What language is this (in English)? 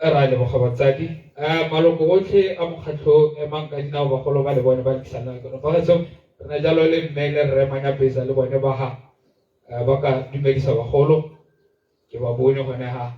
Tswana